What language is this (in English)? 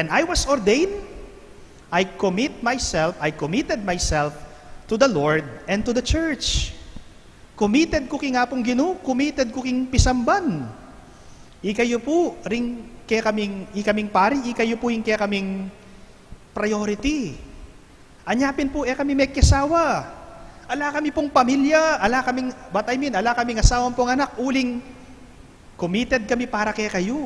Pampanga